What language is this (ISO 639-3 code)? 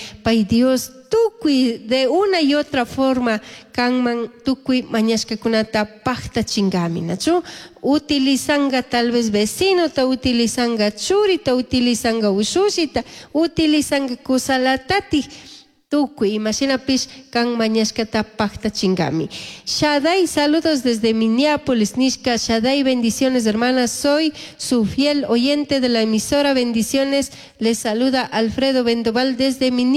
qug